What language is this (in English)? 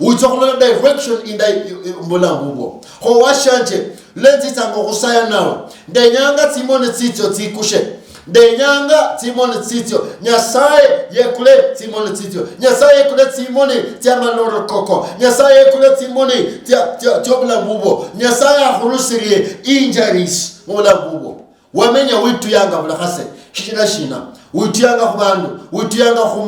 Luyia